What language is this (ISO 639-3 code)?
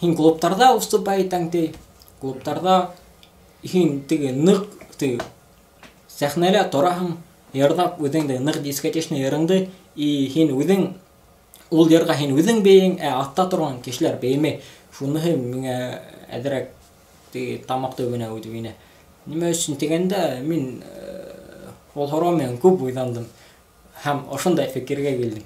bak